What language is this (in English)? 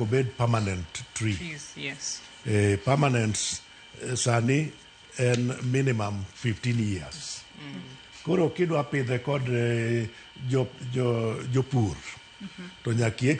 Luo (Kenya and Tanzania)